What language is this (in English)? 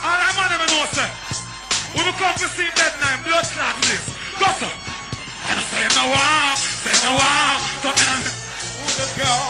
Jamaican Creole English